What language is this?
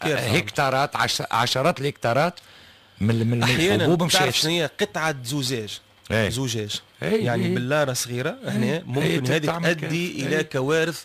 Tunisian Arabic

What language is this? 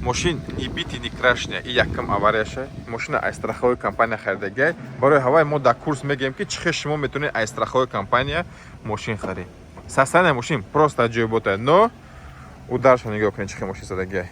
Tajik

